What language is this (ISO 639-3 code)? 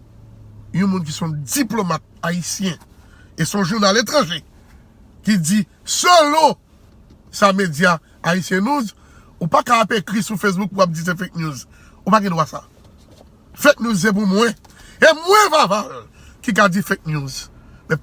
hat